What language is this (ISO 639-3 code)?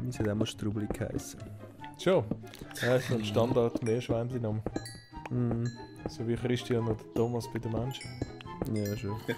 gsw